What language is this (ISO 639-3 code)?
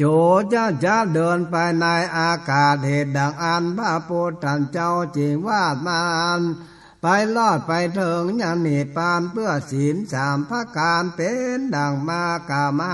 nod